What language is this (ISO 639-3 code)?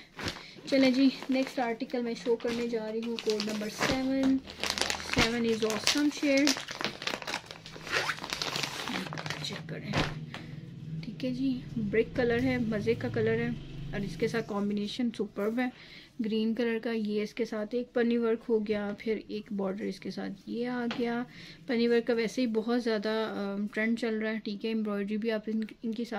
hin